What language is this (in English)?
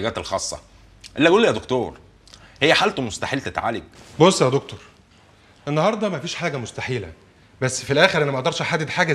Egyptian Arabic